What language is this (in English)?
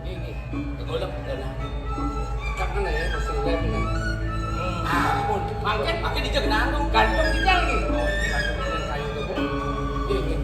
Balinese